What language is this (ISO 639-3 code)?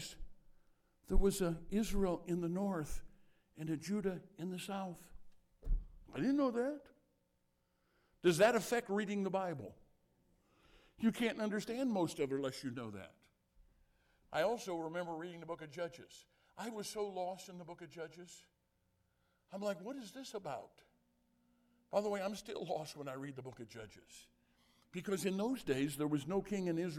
eng